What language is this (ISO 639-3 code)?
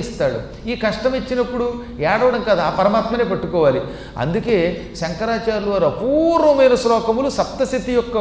tel